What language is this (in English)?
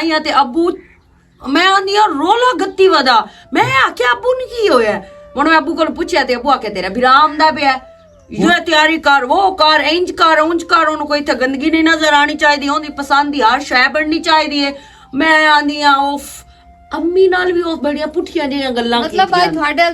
Western Panjabi